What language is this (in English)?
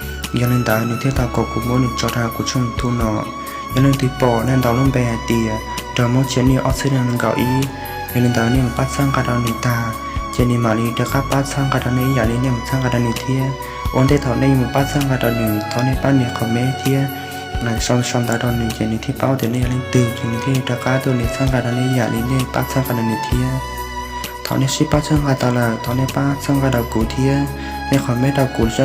Hmong